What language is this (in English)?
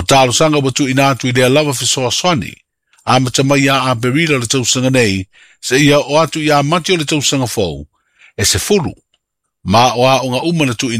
Samoan